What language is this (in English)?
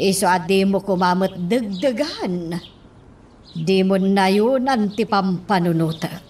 Iloko